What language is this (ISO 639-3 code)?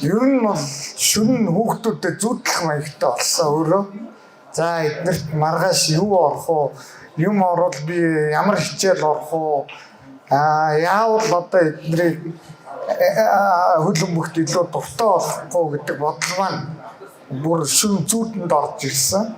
mon